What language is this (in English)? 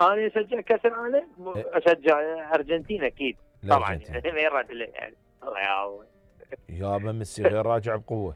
Mesopotamian Arabic